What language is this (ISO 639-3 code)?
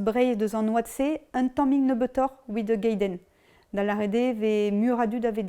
bre